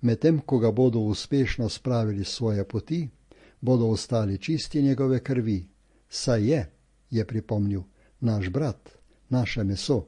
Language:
Slovenian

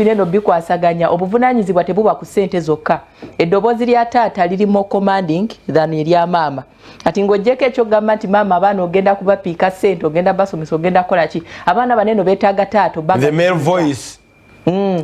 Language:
Ganda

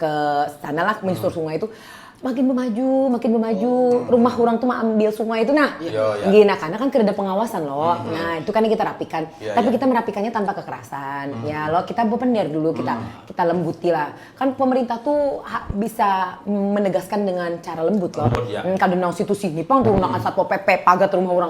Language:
Banjar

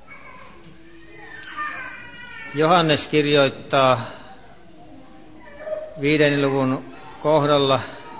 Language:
Finnish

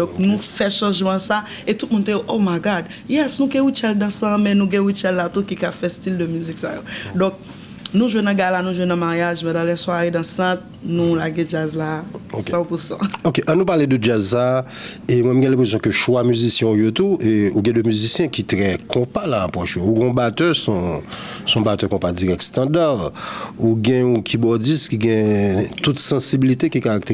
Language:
Haitian Creole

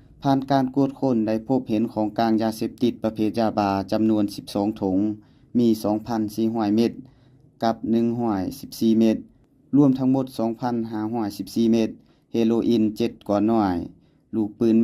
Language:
Lao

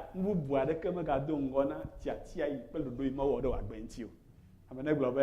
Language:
Ewe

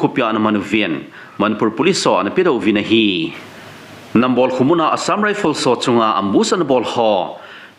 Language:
Thado Chin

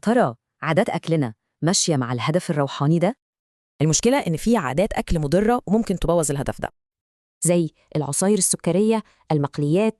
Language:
Egyptian Arabic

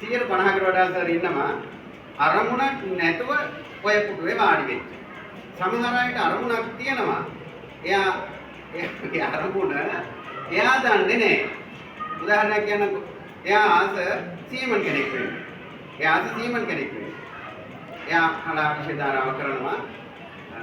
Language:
Sinhala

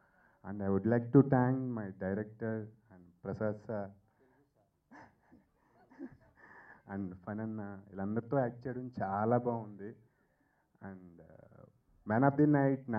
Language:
Telugu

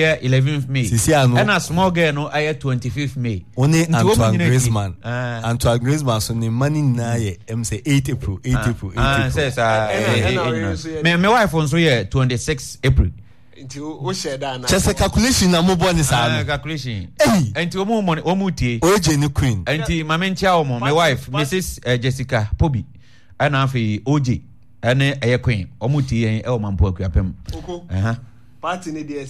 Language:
Akan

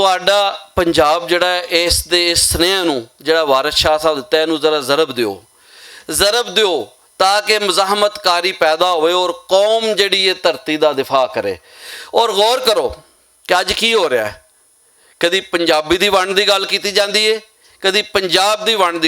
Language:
Western Panjabi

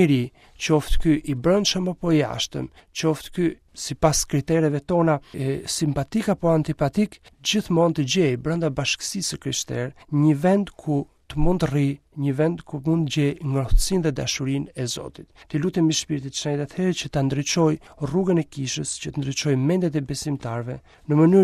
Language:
Albanian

